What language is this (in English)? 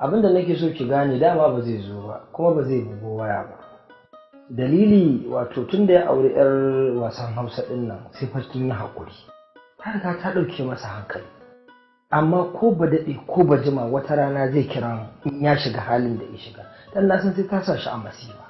Hausa